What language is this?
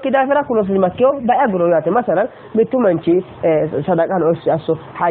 Sidamo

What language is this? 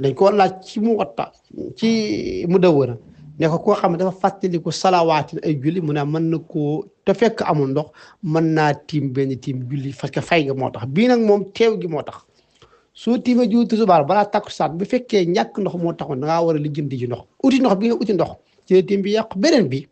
Wolof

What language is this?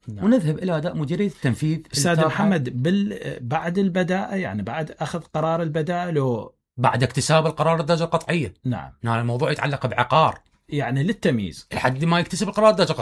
Mesopotamian Arabic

